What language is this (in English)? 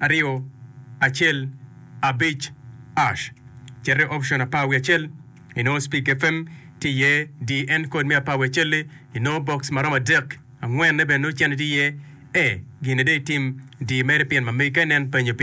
Acoli